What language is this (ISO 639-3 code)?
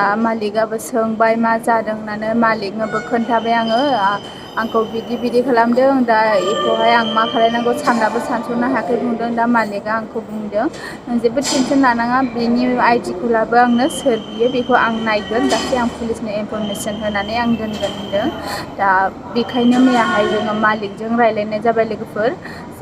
brx